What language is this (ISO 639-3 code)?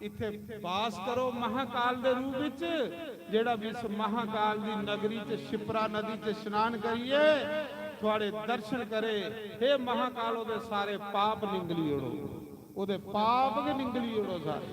doi